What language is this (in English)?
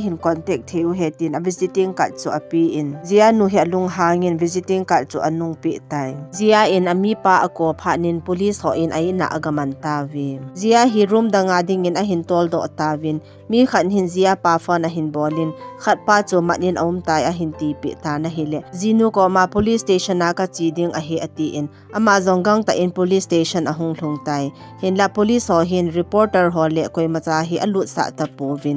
Thado Chin